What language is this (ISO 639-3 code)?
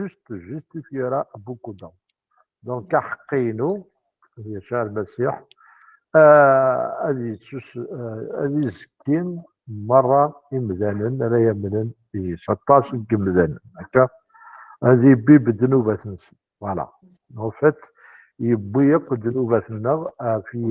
kab